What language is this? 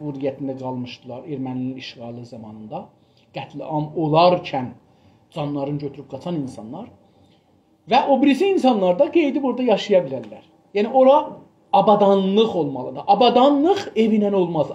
South Azerbaijani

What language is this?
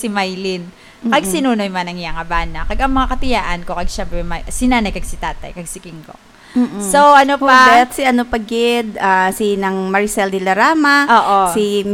Hiligaynon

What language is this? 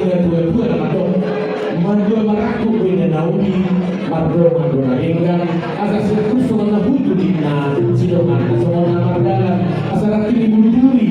Batak Toba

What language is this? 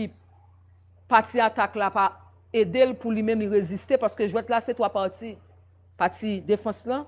Haitian Creole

